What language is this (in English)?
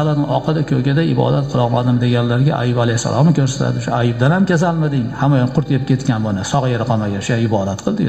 Uzbek